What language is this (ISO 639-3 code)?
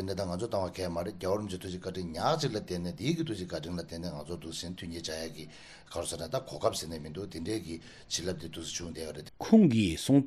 bod